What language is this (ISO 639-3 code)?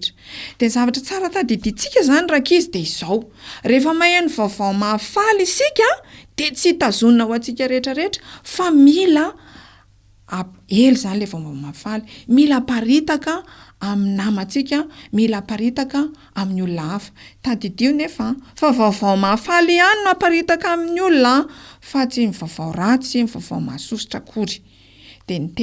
mlg